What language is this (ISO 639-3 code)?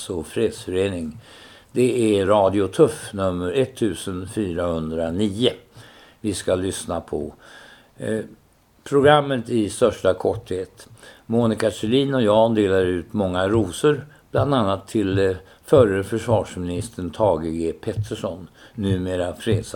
swe